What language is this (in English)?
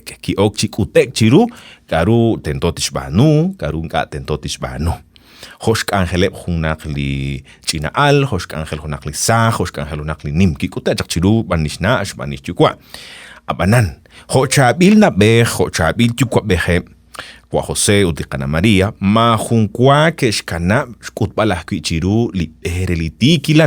Kekchí